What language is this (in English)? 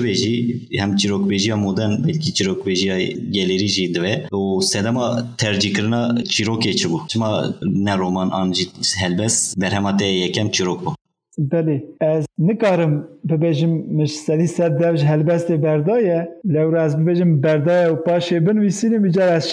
Kurdish